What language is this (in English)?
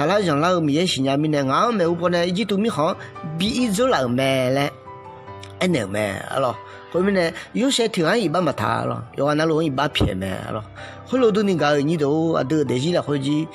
Akha